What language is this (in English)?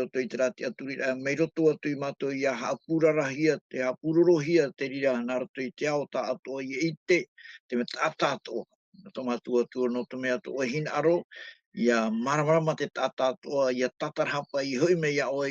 Tahitian